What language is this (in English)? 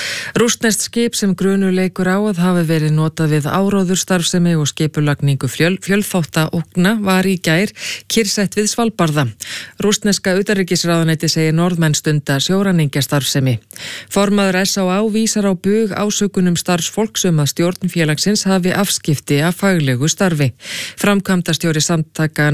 Icelandic